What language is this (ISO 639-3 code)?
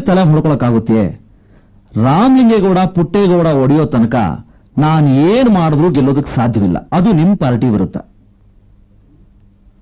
kan